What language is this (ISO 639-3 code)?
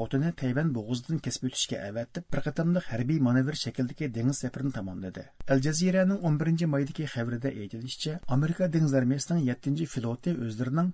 uig